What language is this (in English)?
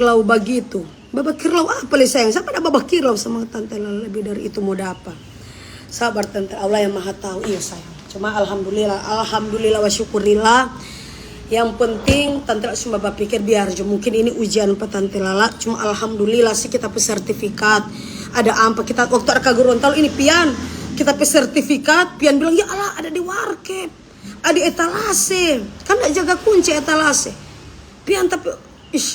Manado Malay